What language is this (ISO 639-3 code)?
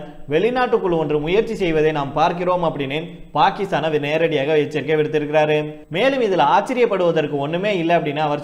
tam